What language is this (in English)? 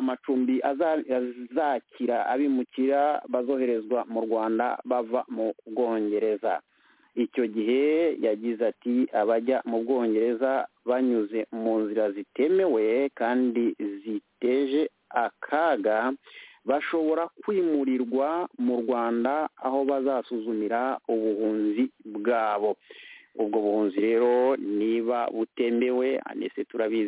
Kinyarwanda